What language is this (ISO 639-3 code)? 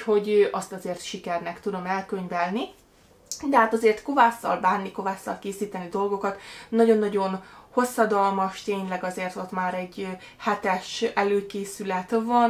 hun